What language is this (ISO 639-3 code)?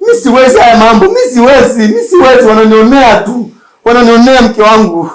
swa